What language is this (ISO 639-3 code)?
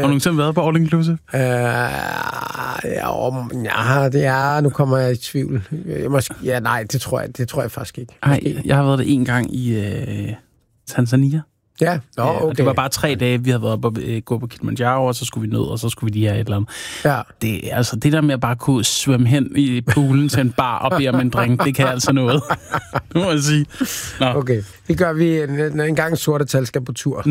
dan